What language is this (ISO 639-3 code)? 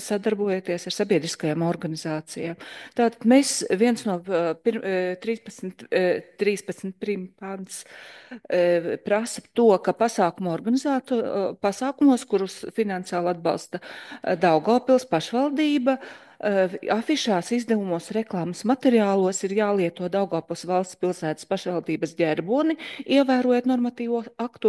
lav